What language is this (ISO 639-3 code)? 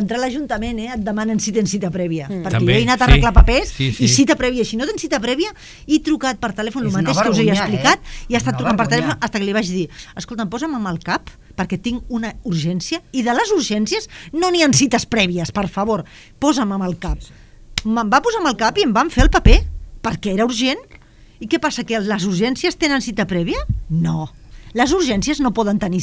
cat